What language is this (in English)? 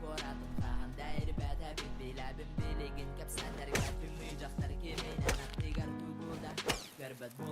Yakut